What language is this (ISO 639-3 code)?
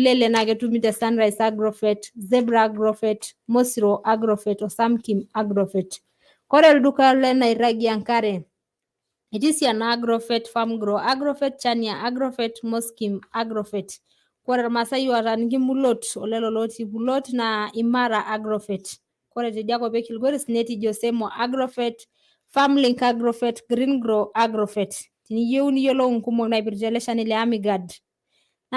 mas